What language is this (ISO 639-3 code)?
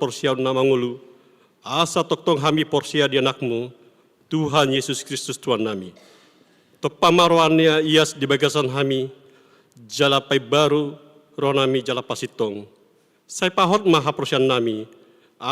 bbc